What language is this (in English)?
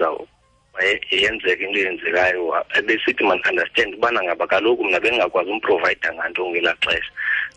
Xhosa